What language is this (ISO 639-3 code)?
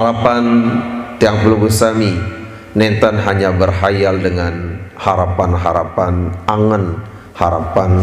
sas